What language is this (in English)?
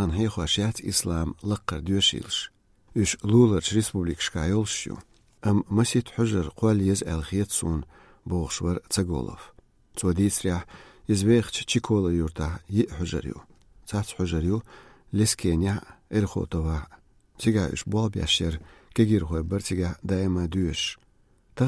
Chechen